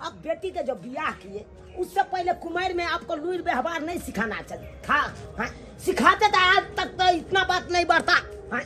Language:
Maithili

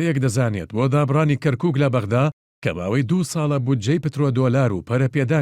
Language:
Central Kurdish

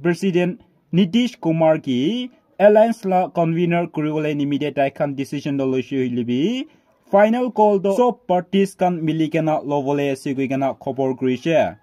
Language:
Naga Pidgin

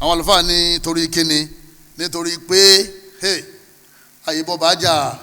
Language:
Yoruba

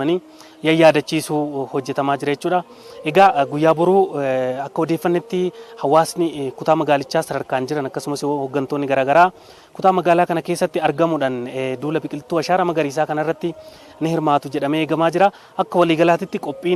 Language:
Oromo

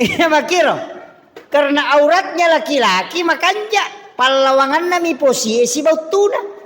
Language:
Buginese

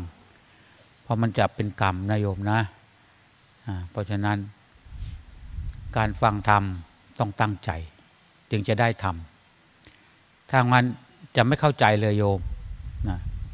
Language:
Thai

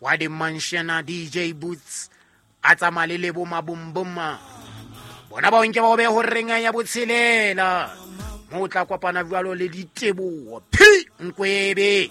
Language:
Southern Sotho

